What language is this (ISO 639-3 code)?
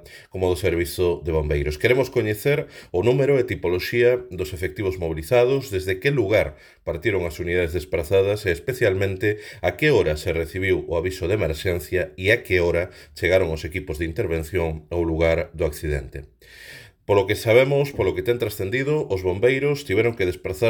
glg